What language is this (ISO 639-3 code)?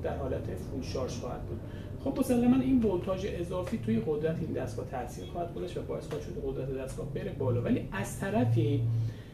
fas